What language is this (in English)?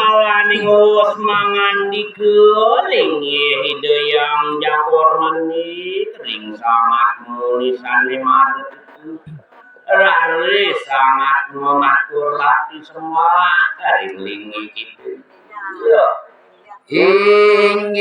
Balinese